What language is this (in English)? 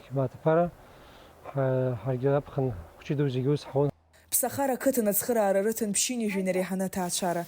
Abkhazian